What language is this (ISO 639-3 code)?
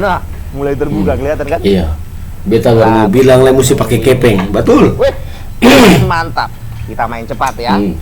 abs